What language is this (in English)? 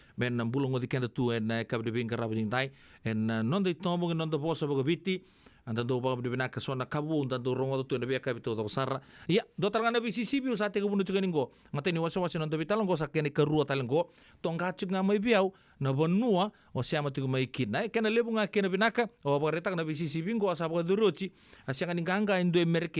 Fijian